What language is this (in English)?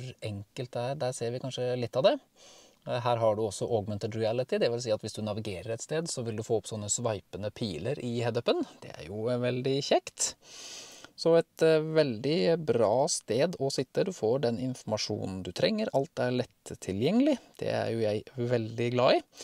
Norwegian